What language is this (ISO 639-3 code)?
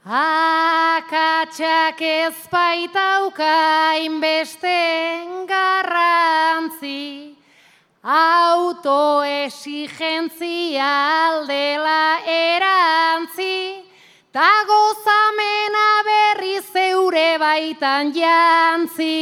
eus